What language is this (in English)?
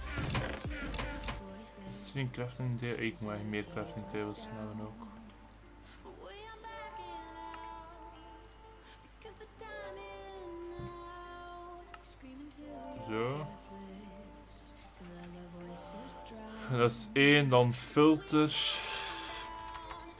Dutch